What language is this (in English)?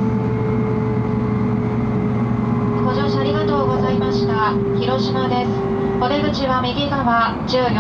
Japanese